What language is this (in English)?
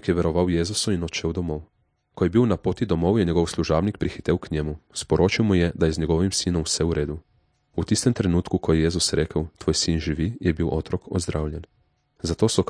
Slovenian